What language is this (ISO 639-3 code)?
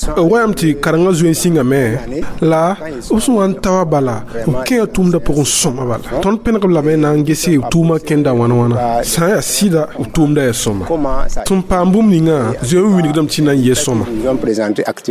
mos